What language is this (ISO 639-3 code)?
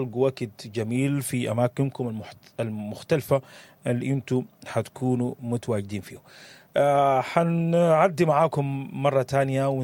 apd